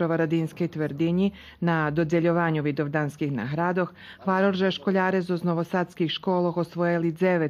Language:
Rusyn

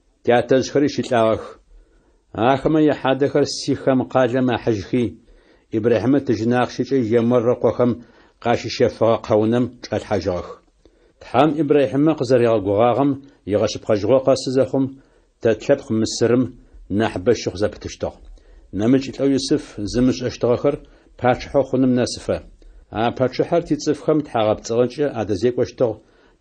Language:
Adyghe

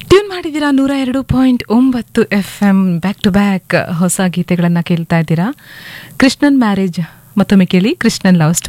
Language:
Kannada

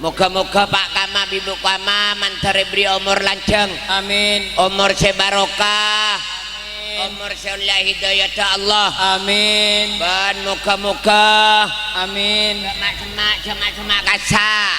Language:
Madurese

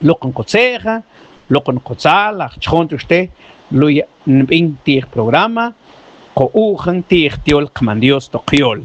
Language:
Mam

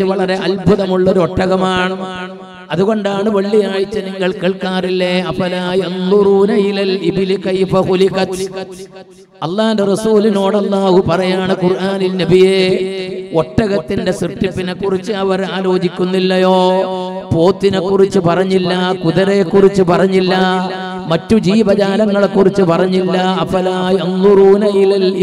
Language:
Malayalam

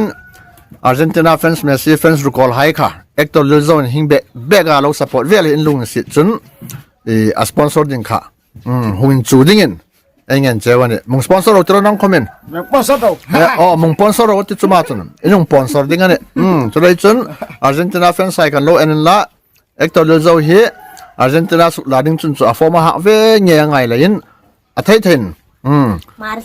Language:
Hmar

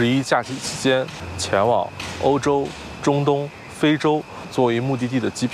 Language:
Chinese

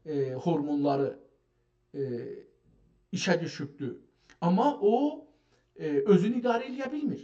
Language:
South Azerbaijani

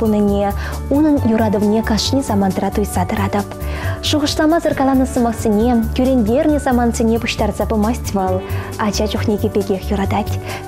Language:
Chuvash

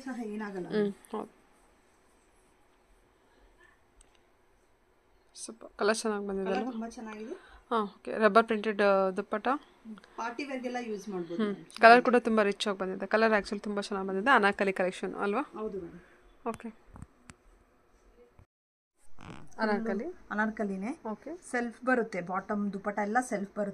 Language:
Kannada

